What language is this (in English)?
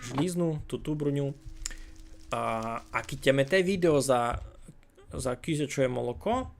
Rusyn